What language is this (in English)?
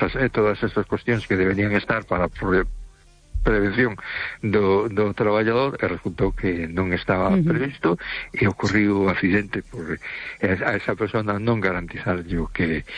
Galician